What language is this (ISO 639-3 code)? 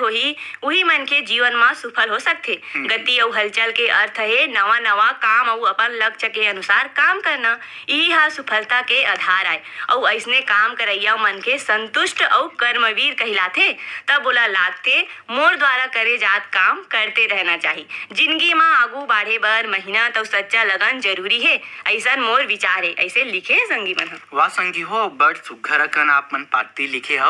hne